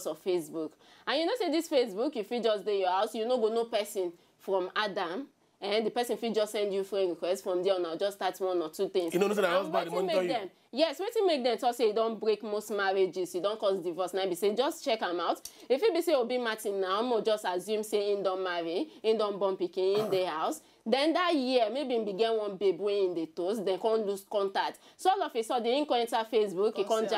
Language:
Nigerian Pidgin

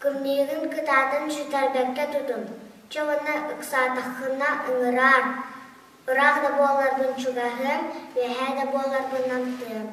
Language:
Yakut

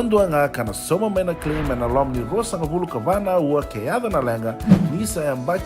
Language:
Fijian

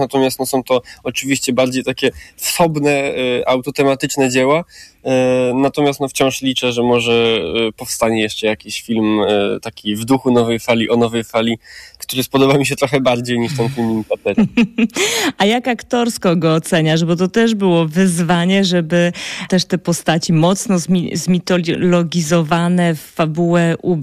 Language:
Polish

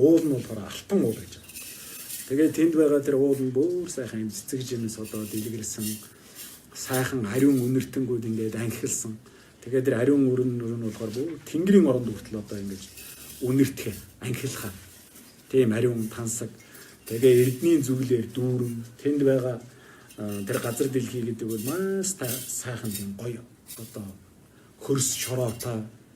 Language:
Mongolian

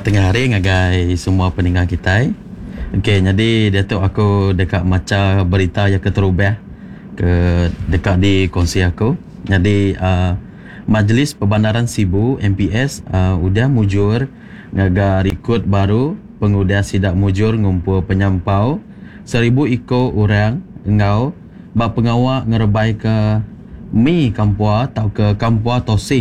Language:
Iban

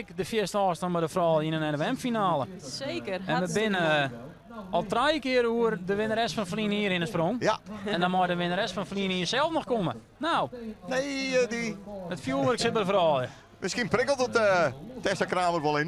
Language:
Western Frisian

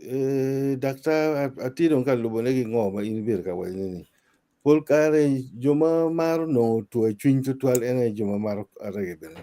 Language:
Acoli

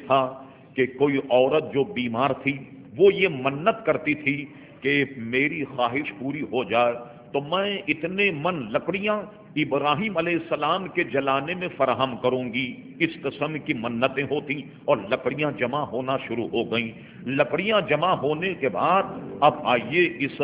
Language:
Urdu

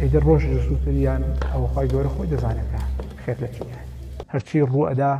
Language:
Central Kurdish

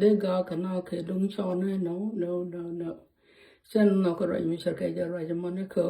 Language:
Nuer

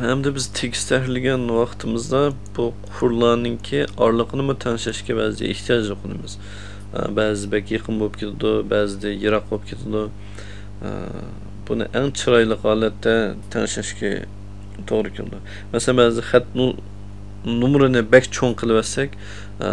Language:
Uyghur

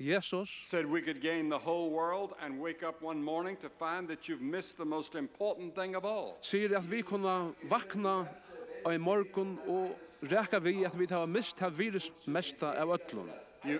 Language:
Faroese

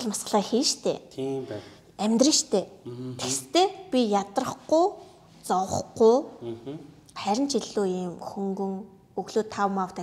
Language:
Mongolian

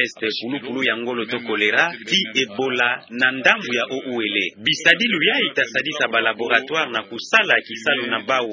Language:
Kituba (Democratic Republic of Congo)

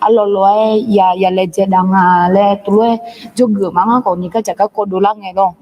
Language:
Akha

